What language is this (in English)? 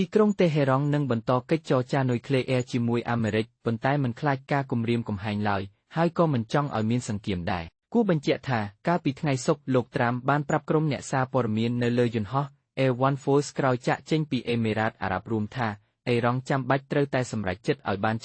Khmer